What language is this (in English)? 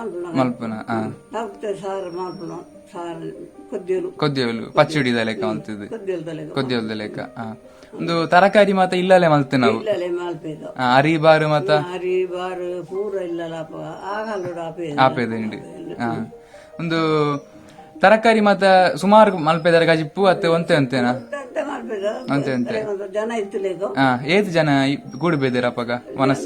Tulu